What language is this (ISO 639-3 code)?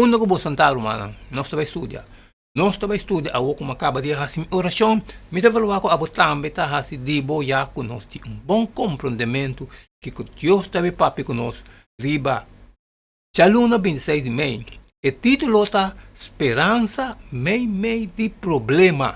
pap